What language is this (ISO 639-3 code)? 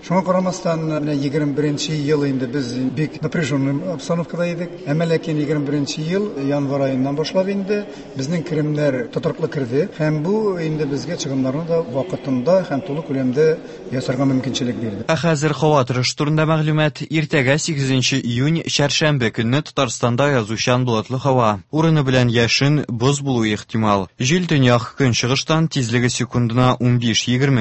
tat